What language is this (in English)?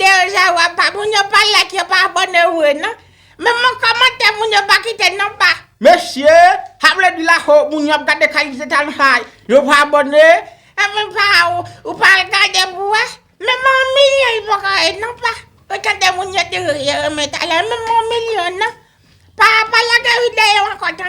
Haitian Creole